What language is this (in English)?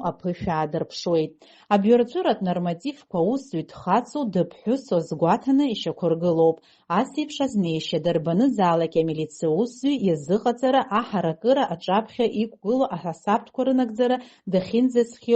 Abkhazian